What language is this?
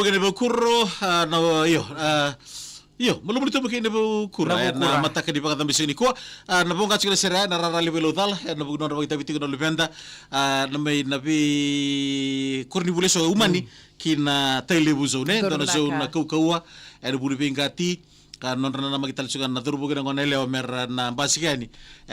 Fijian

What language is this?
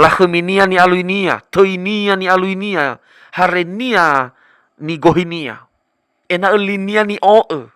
Nias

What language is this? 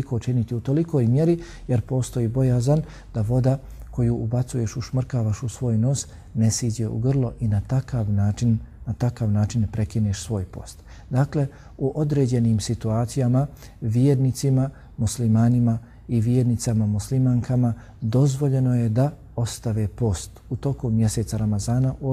Croatian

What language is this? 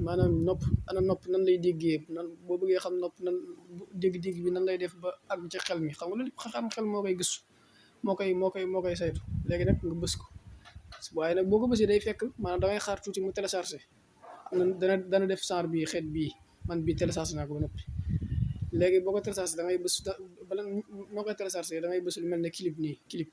Wolof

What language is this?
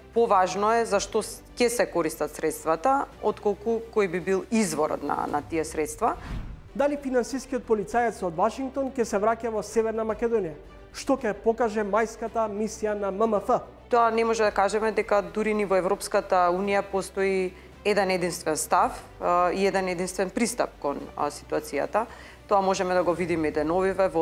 Macedonian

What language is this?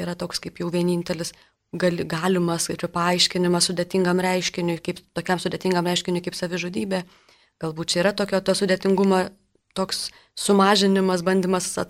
Lithuanian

